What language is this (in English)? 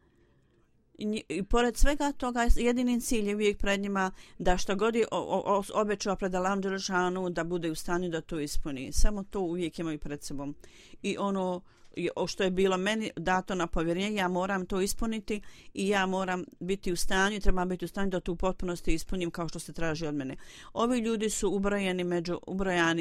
Bosnian